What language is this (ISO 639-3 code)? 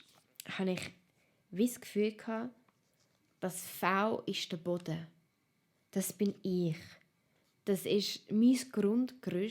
gsw